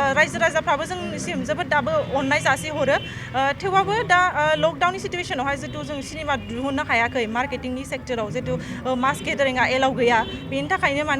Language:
Bodo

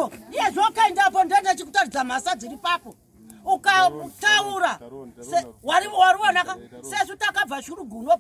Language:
Shona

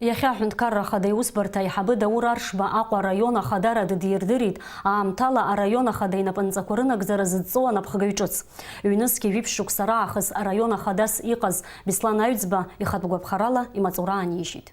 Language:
Abkhazian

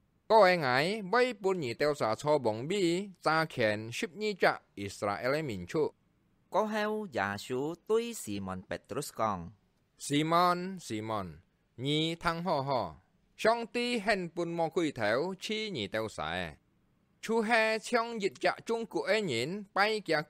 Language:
Hakka Chinese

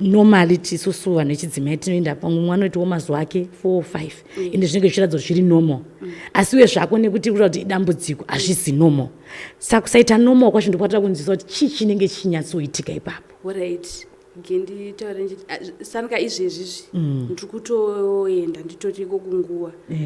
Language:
Shona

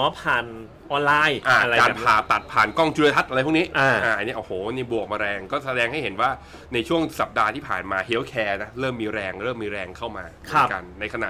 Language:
Thai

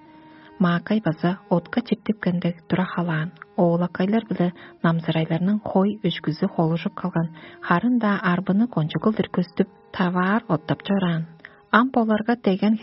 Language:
Tuvinian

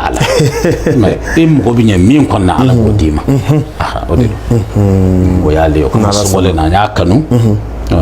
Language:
Bambara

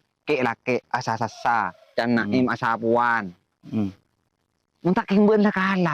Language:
Madurese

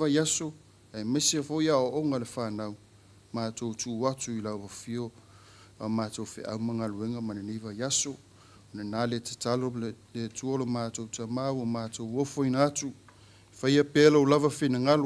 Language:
Samoan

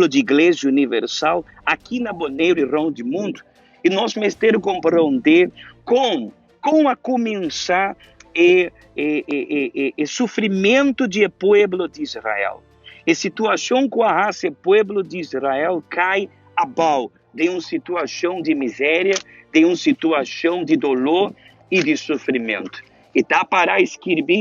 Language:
Papiamento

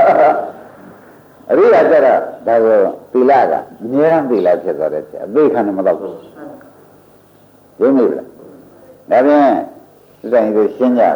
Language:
Burmese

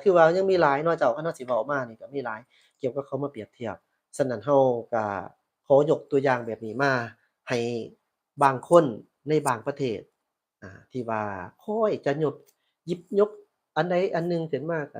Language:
Lao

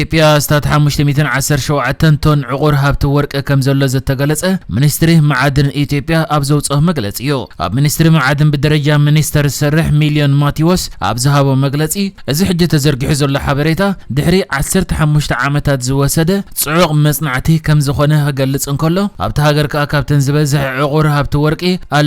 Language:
Tigrinya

